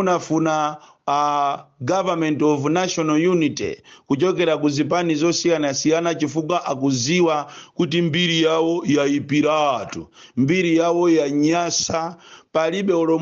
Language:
Nyanja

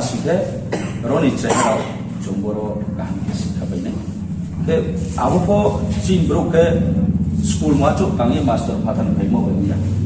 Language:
Riang (India)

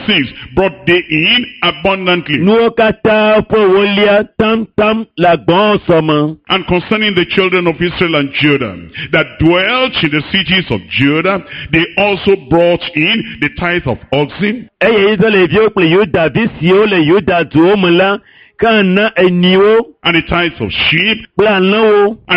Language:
Ewe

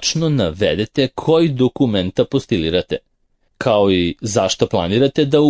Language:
Serbian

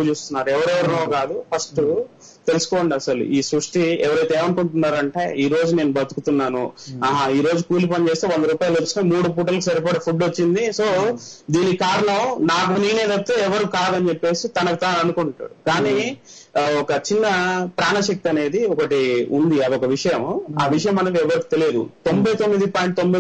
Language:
Telugu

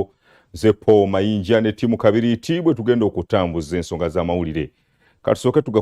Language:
Ganda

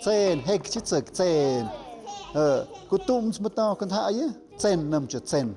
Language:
Tlahuitoltepec Mixe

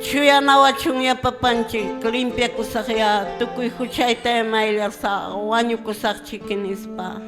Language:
Quechua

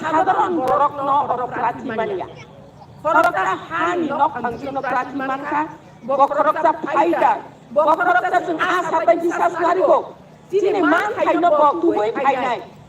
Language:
Kok Borok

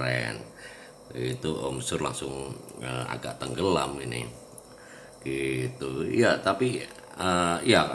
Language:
Indonesian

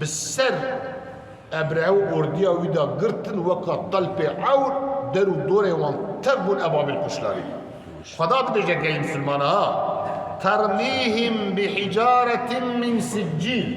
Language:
Kurdish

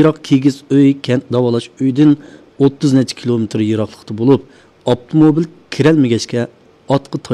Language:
Uyghur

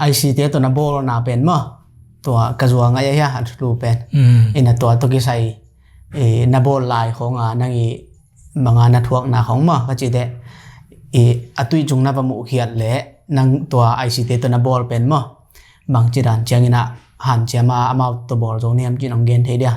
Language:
Tedim Chin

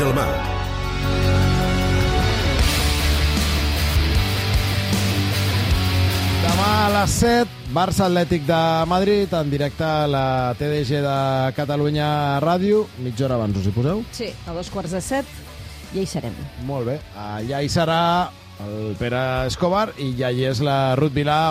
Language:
Catalan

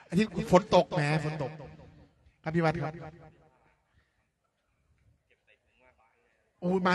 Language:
Thai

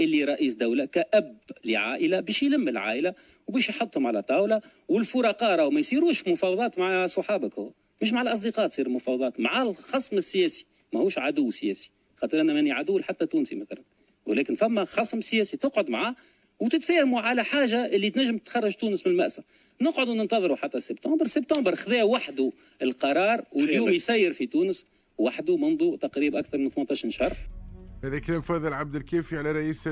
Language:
Tunisian Arabic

